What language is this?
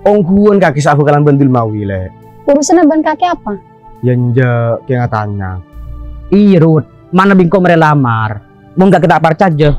Madurese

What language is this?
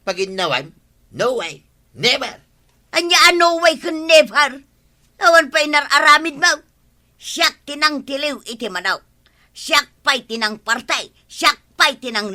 Iloko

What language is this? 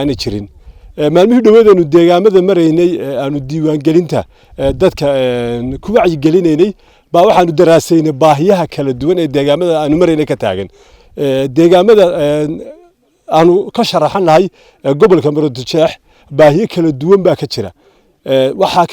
Somali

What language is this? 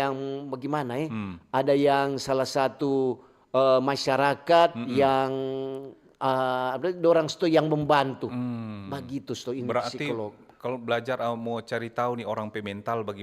Manado Malay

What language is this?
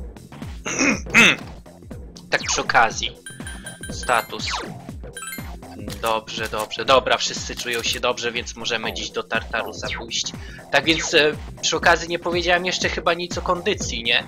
Polish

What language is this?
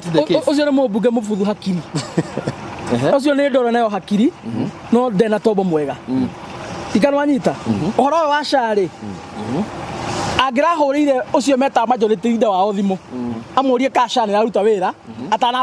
Kikuyu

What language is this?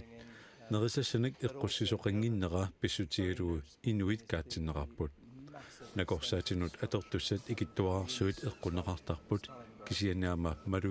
Kalaallisut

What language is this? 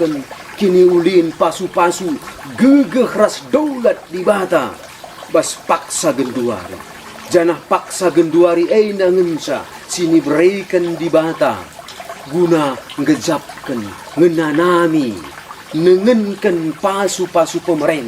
Batak Karo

